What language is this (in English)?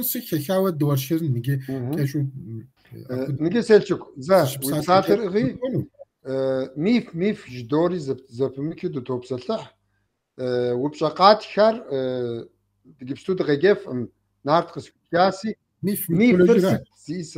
Kabardian